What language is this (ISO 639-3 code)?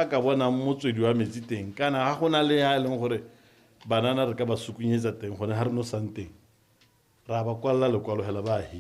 tsn